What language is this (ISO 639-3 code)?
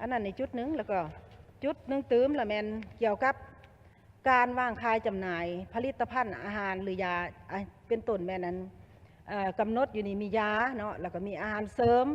lao